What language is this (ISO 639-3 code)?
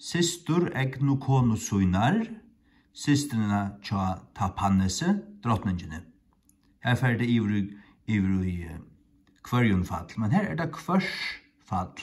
fao